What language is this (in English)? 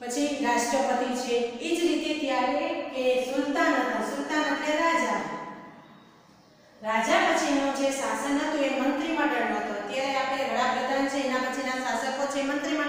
Gujarati